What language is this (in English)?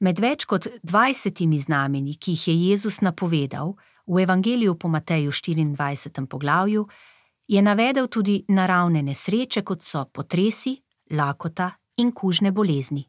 Slovenian